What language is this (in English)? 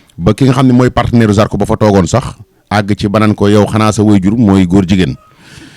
Wolof